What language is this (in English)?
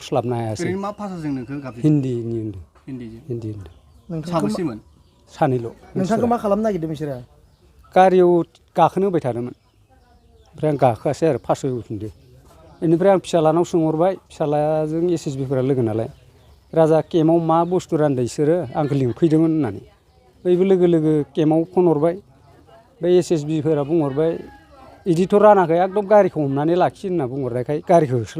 Bodo